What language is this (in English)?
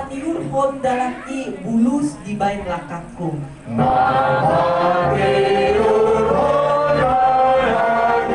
Batak Toba